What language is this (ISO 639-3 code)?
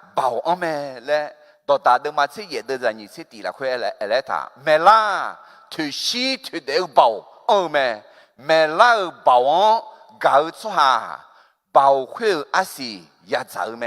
ahk